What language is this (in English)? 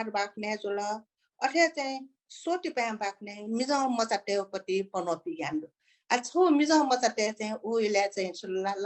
Newari